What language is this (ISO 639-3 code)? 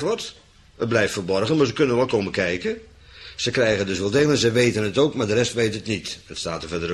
nld